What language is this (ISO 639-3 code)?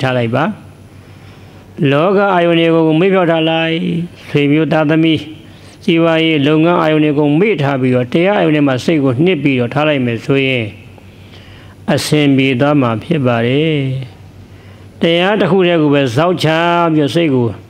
mya